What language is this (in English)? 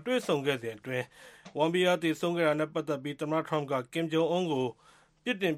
Burmese